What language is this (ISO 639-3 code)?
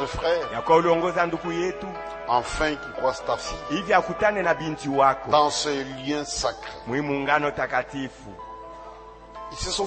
swa